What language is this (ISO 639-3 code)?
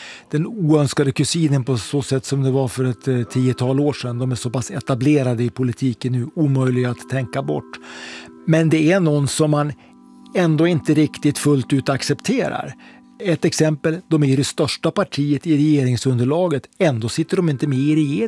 swe